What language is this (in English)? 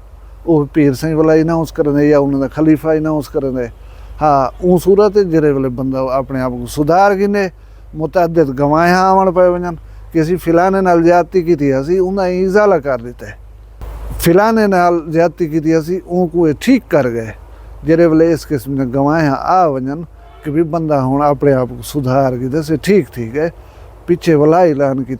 Saraiki